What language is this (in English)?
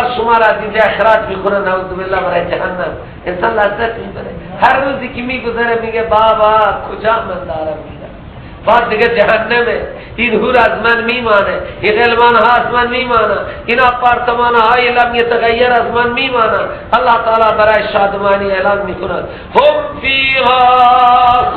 Persian